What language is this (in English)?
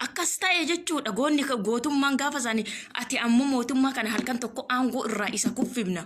Oromo